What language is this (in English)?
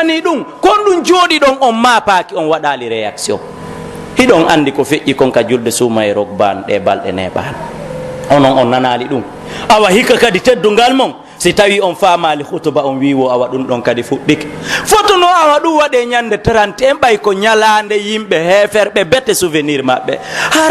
Pular